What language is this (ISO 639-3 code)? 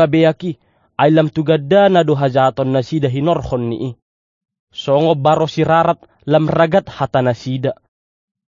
bbc